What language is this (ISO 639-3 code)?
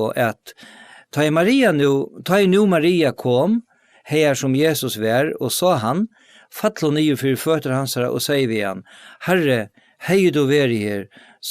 fao